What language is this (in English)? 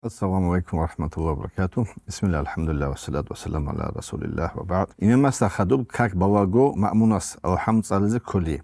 Avaric